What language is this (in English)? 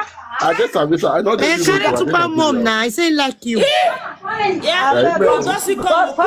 Nigerian Pidgin